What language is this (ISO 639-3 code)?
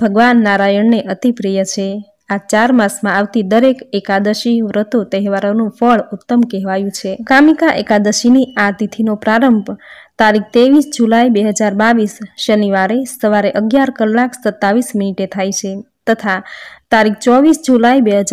guj